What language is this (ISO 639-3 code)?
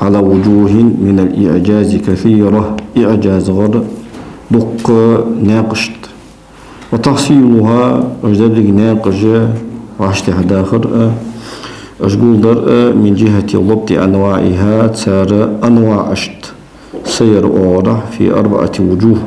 inh